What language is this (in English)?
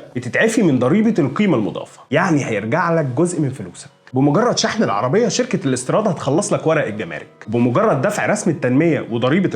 Egyptian Arabic